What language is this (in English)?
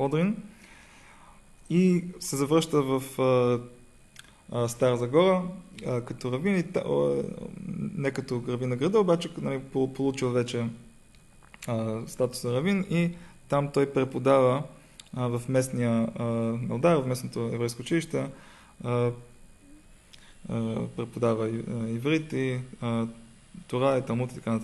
Bulgarian